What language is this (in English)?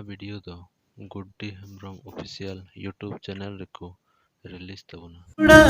Santali